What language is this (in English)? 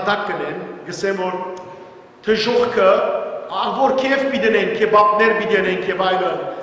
Western Armenian